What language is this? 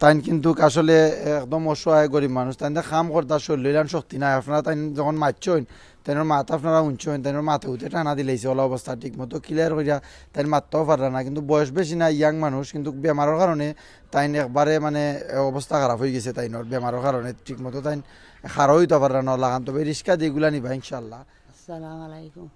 Sylheti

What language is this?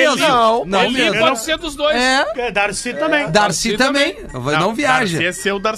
Portuguese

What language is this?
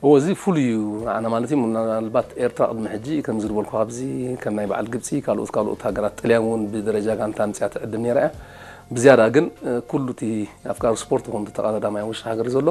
Tigrinya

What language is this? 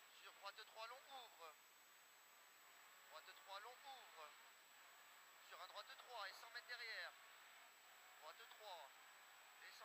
French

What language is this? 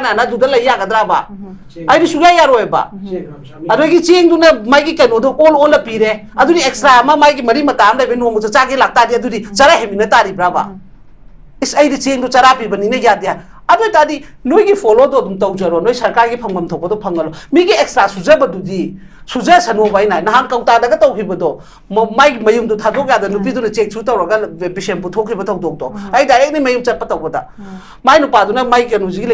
Manipuri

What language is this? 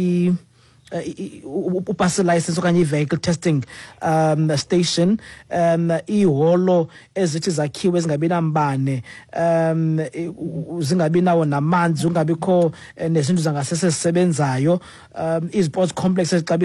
Xhosa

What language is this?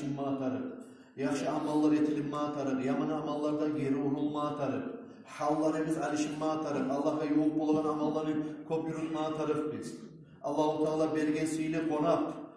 Kumyk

